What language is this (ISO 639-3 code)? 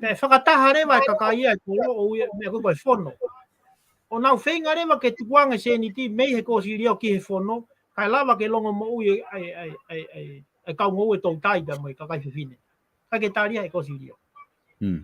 ton